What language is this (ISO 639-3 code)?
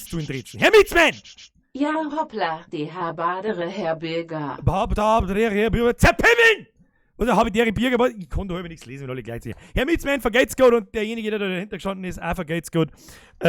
bar